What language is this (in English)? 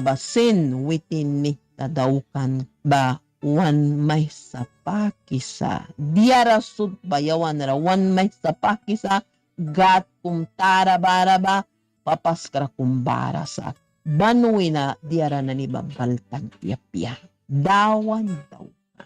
Mískito